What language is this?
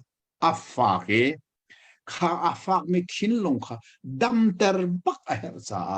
Hakha Chin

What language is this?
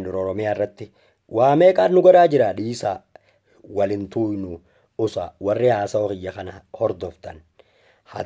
Oromo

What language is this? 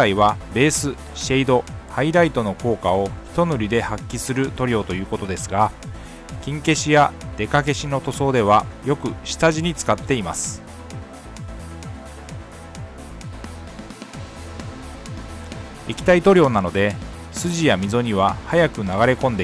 Japanese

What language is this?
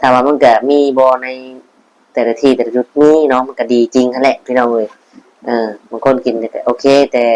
Northeastern Thai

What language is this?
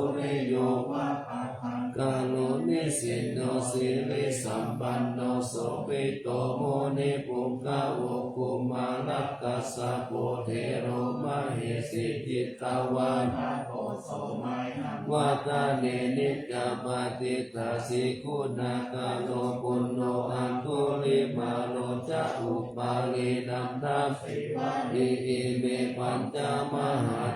Pali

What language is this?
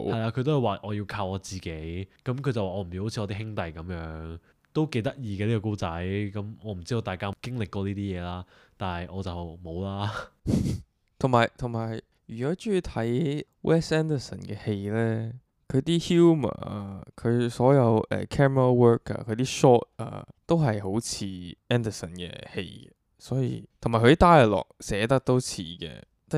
Cantonese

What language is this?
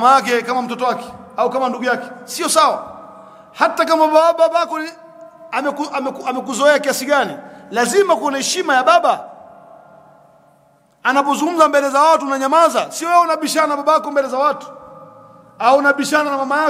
Swahili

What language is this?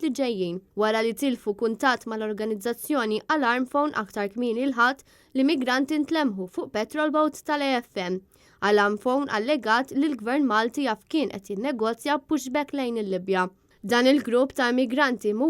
Maltese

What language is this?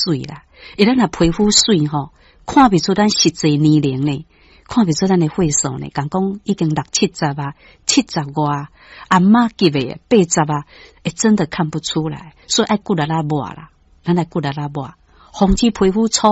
Min Nan Chinese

